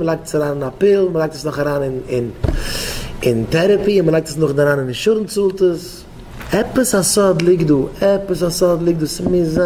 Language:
Yiddish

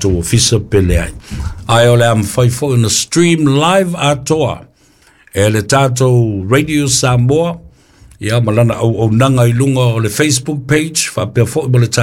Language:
Samoan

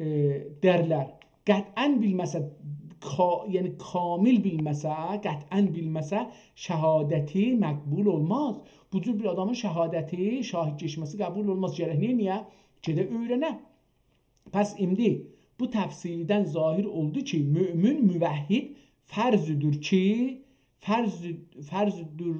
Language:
South Azerbaijani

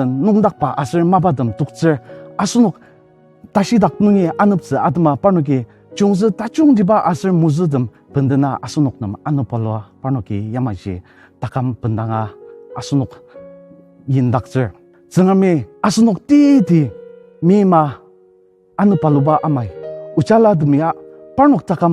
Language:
Ao Naga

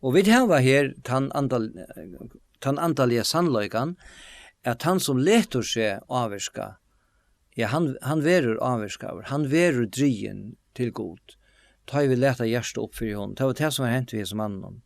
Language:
Faroese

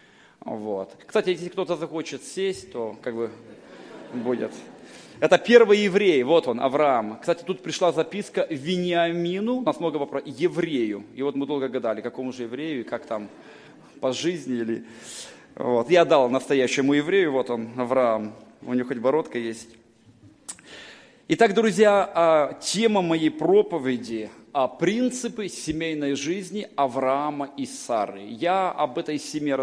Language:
Russian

